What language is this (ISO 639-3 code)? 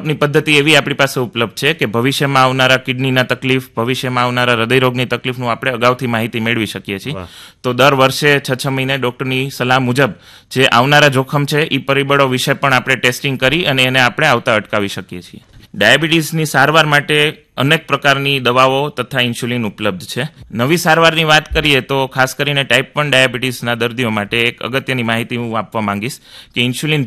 guj